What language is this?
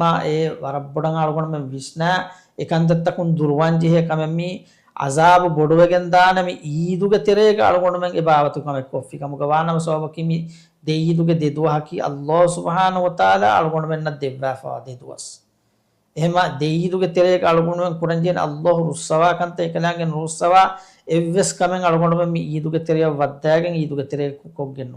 Divehi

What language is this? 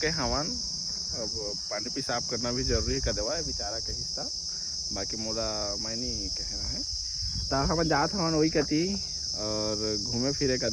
Chhattisgarhi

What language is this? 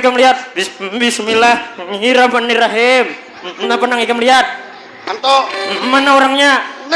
Banjar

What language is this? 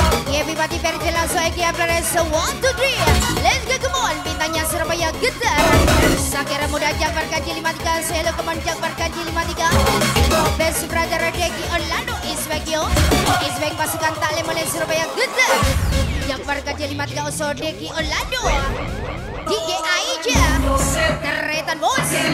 Indonesian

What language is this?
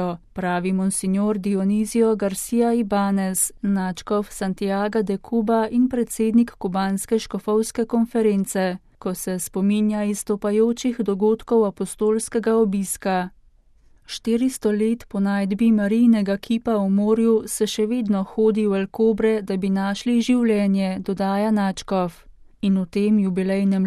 Slovenian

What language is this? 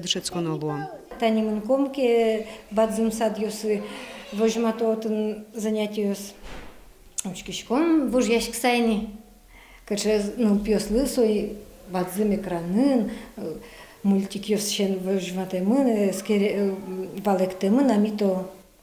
Udmurt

